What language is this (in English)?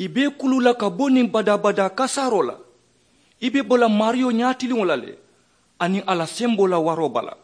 Mandingo